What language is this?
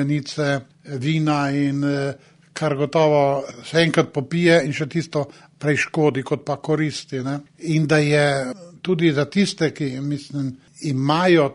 Slovenian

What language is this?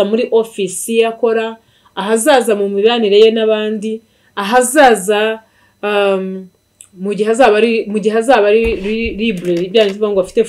Kinyarwanda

